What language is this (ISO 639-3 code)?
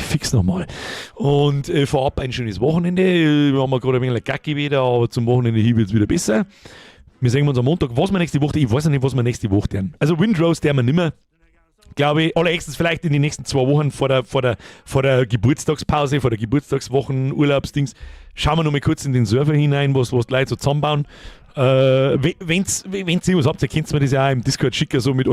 bar